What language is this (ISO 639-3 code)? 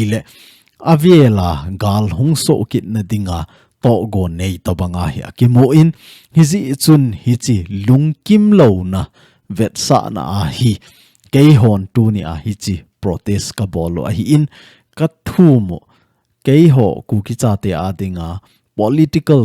tcz